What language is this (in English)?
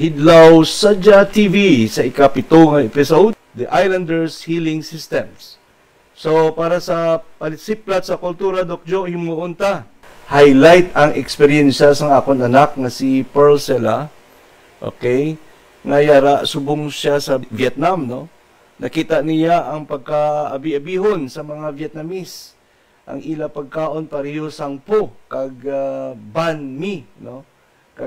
Hiligaynon